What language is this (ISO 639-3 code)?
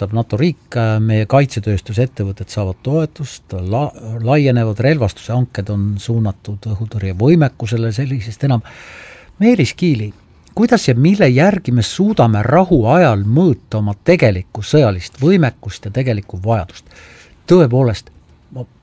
est